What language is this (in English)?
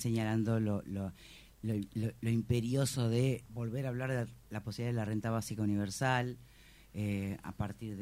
Spanish